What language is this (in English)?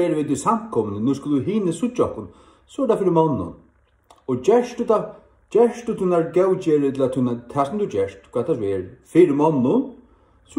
Faroese